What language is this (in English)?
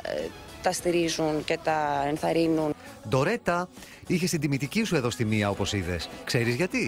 Greek